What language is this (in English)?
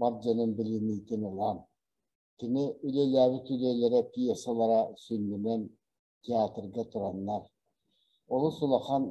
Yakut